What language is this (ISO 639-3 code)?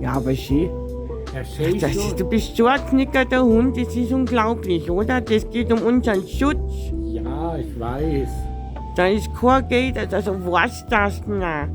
bar